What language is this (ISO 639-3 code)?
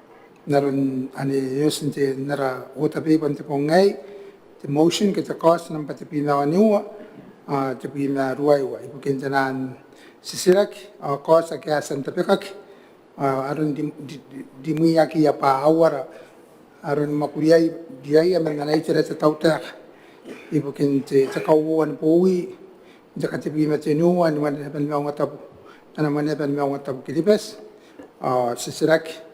gil